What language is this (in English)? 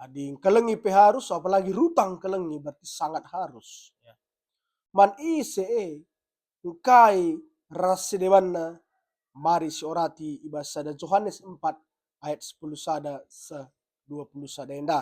Batak Karo